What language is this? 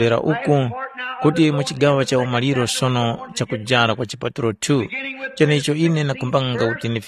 Tumbuka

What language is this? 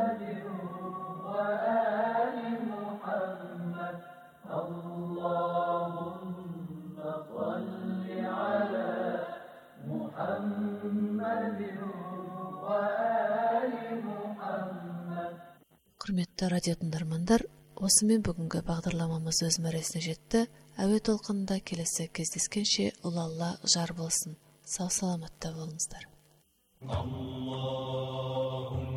Kazakh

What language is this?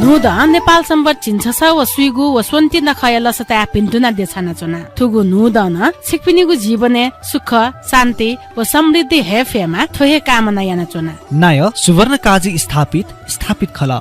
Newari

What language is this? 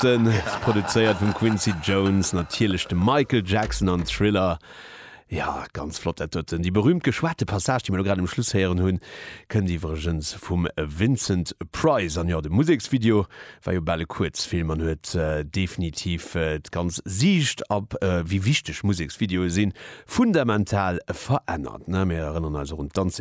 Luxembourgish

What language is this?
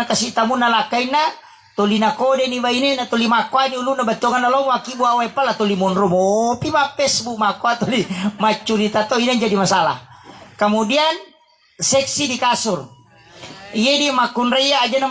Buginese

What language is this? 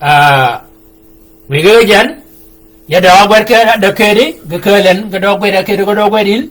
Shilluk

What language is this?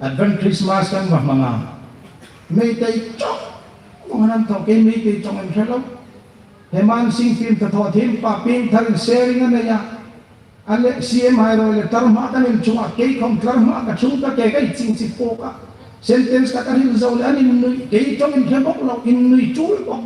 Hmar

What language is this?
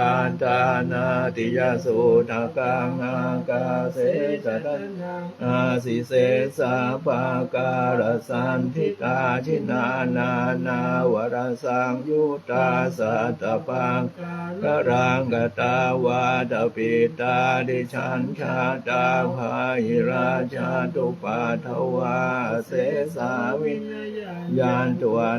Pali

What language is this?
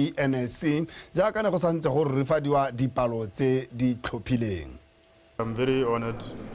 Tswana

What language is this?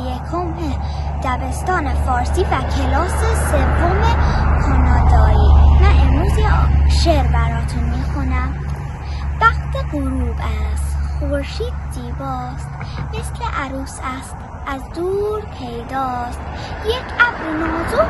Persian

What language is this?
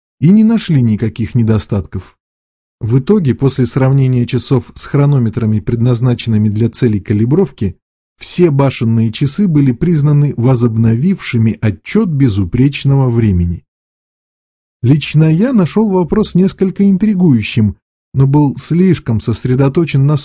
Russian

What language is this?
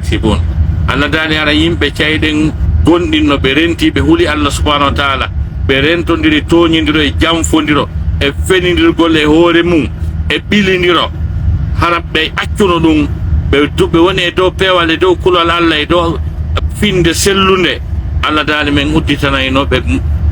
Pular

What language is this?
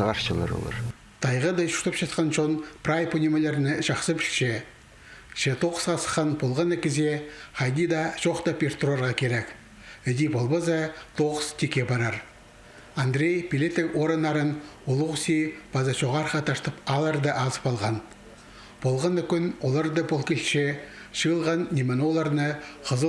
Khakas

